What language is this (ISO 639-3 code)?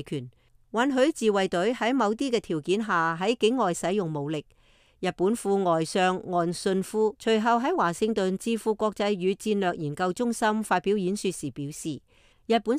yue